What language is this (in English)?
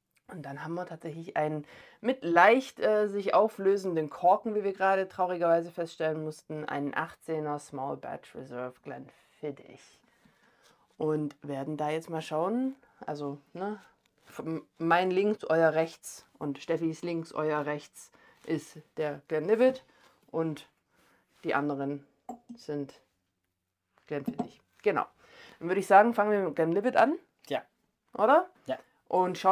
German